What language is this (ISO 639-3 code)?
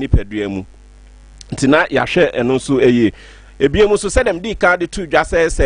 aka